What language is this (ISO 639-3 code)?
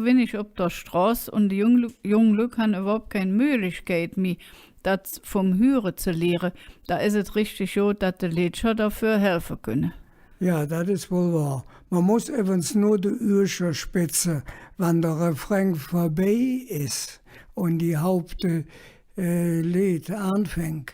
ksh